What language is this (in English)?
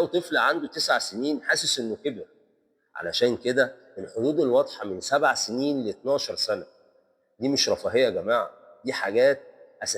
Egyptian Arabic